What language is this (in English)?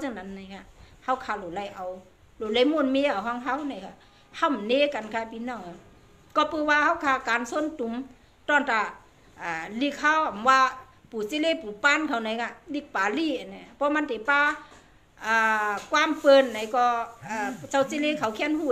Shan